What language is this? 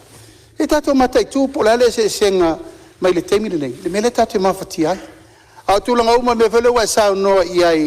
Samoan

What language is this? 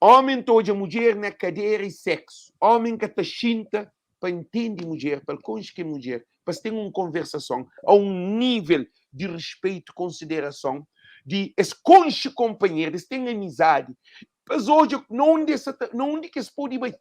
Kabuverdianu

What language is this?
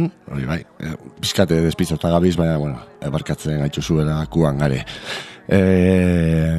Basque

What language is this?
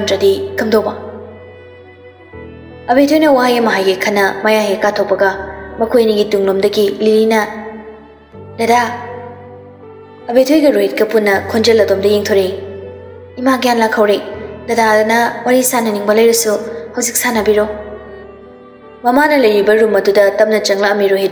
Manipuri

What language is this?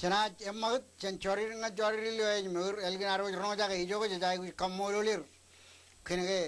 Marshallese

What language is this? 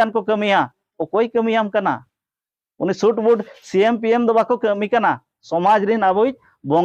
Santali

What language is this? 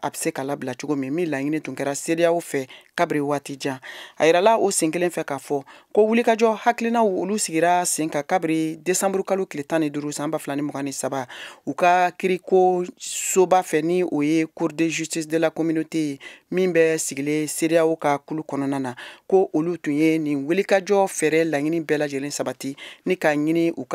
Bambara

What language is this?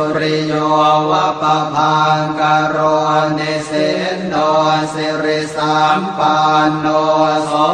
Pali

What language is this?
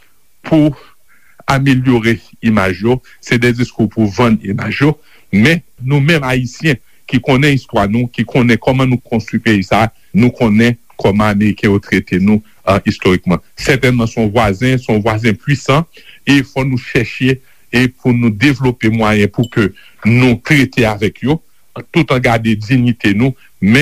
Haitian Creole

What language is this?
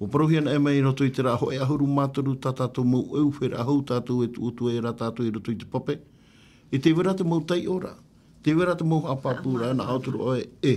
Tahitian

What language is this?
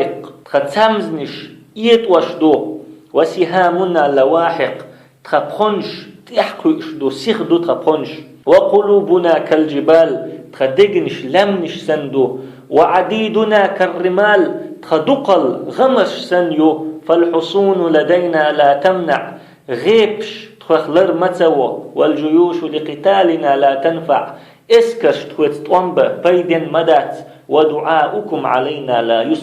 Chechen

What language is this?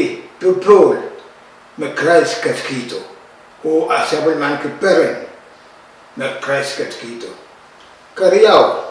Pohnpeian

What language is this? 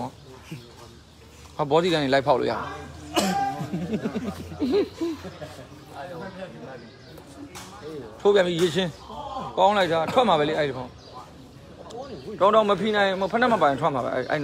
Burmese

